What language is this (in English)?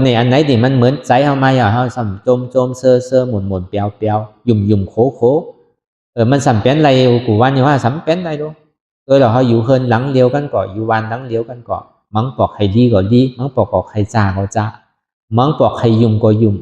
Shan